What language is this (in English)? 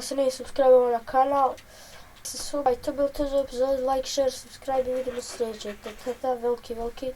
Bosnian